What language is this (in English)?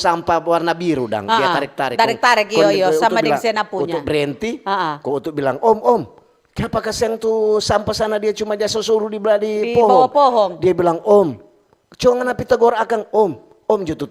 Manado Malay